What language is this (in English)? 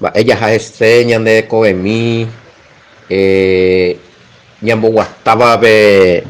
Guarani